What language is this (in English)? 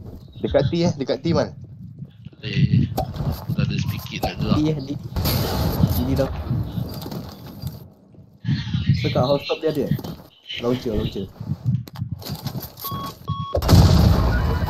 Malay